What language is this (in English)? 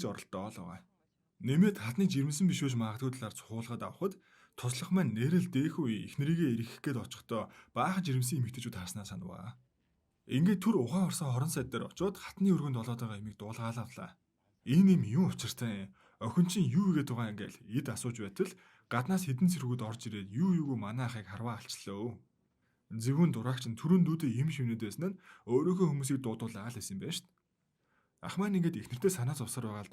Mongolian